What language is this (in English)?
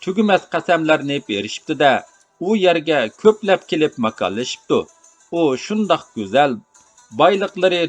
Uyghur